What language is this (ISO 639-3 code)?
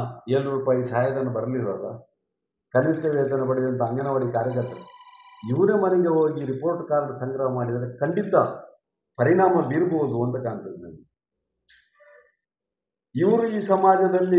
kan